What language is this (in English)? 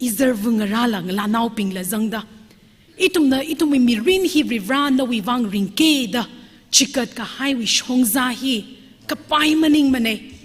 Tangkhul Naga (India)